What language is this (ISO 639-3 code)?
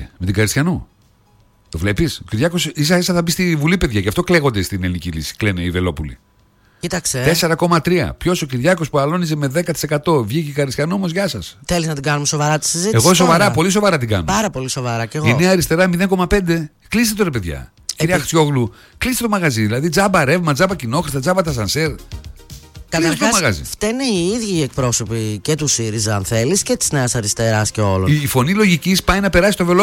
ell